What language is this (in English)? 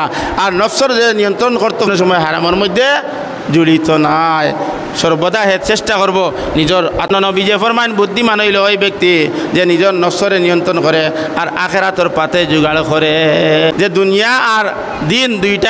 Sylheti